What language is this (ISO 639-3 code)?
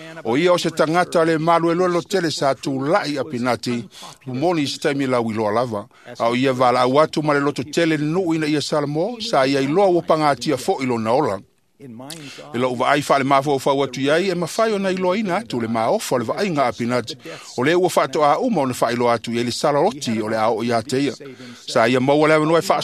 smo